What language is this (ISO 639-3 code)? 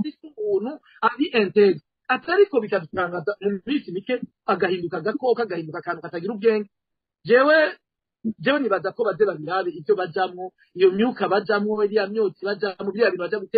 run